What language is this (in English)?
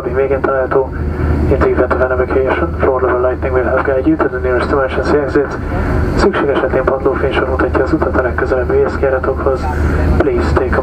Hungarian